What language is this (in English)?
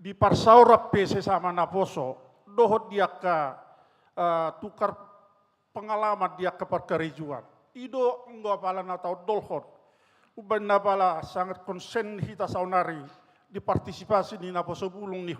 Batak Toba